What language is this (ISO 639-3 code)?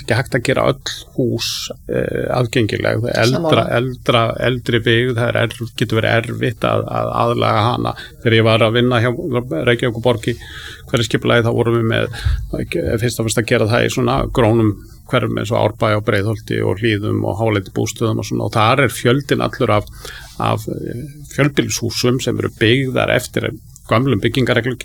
isl